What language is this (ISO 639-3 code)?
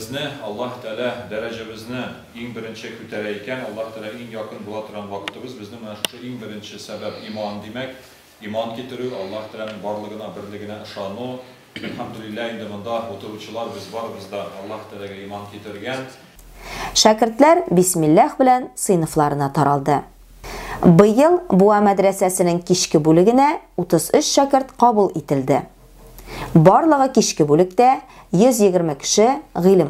tat